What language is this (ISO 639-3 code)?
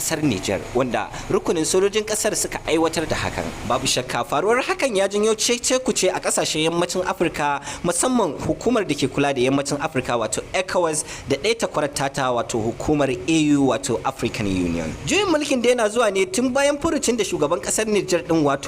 hau